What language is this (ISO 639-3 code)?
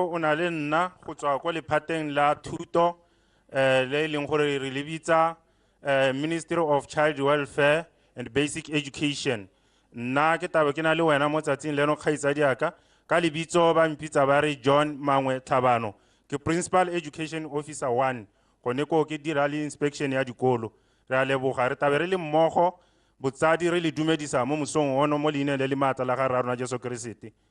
tsn